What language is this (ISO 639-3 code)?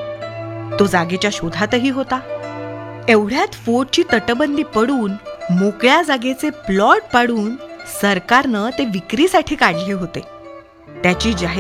mar